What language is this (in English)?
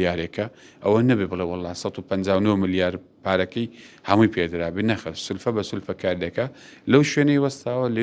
Central Kurdish